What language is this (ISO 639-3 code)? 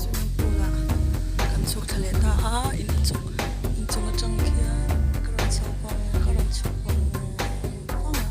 lus